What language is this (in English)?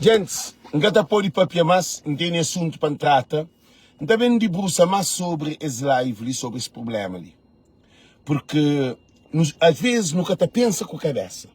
Kabuverdianu